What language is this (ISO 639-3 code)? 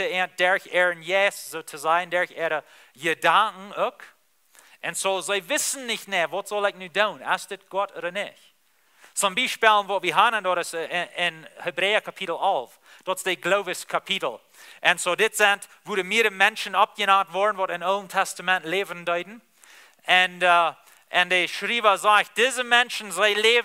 pdt